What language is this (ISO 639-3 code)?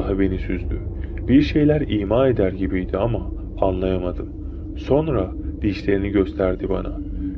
tur